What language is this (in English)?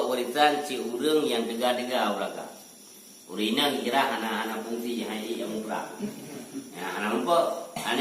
Achinese